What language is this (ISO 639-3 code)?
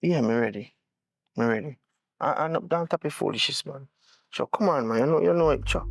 jam